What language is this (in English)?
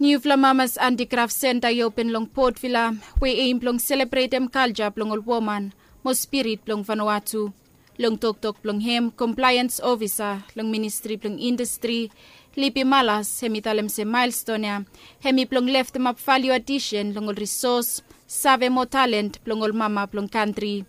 Bislama